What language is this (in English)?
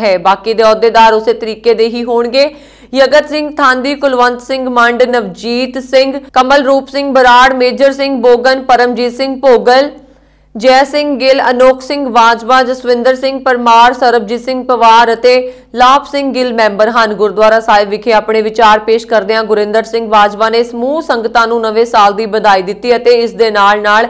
Punjabi